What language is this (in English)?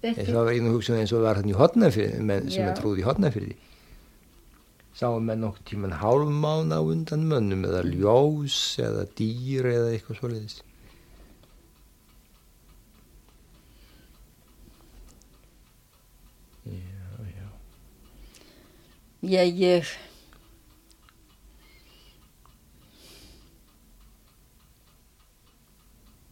Icelandic